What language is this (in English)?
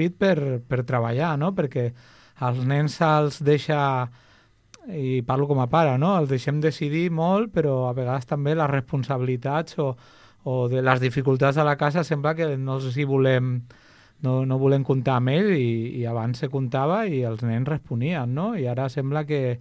Catalan